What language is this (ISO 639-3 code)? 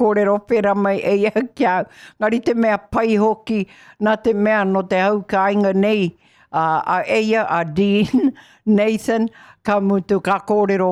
mri